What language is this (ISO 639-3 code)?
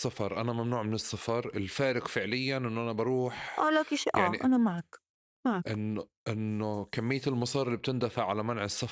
apc